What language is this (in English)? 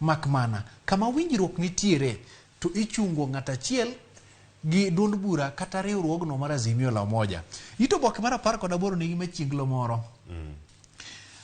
Luo (Kenya and Tanzania)